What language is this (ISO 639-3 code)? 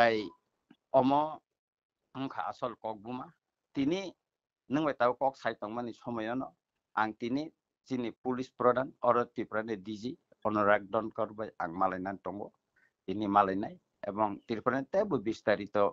trp